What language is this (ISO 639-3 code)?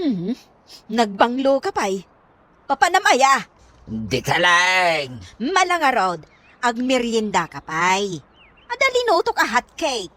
ilo